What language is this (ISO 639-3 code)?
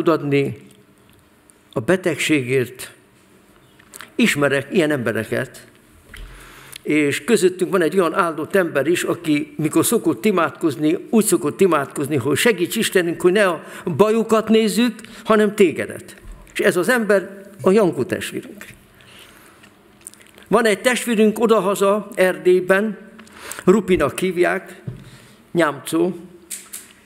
hun